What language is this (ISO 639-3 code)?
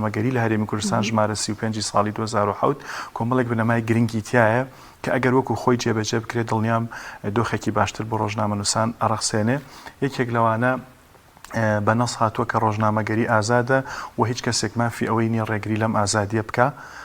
ckb